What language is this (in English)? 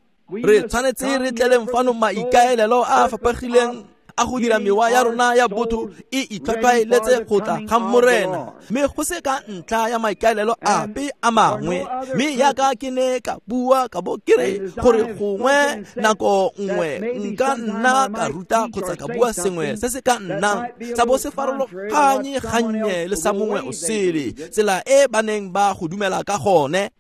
Tswana